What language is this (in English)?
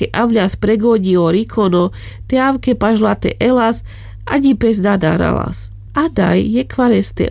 Carpathian Romani